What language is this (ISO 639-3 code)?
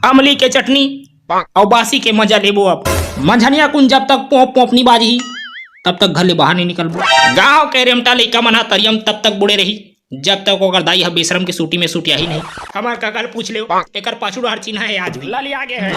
hne